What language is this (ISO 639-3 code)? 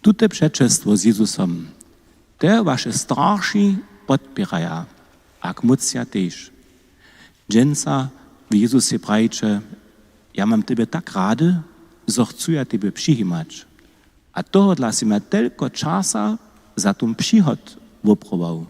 hsb